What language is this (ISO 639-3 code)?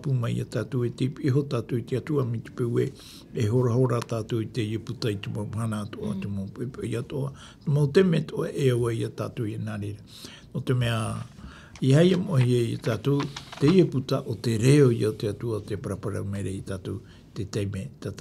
tah